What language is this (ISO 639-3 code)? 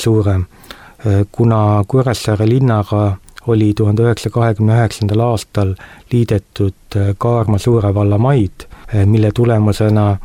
est